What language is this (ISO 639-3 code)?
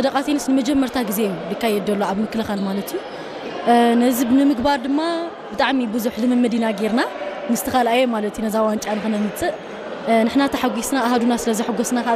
tir